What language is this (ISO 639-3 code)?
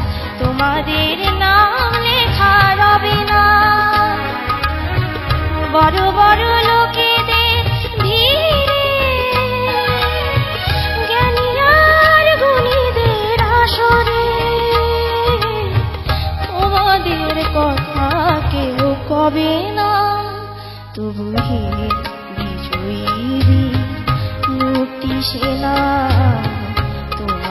ben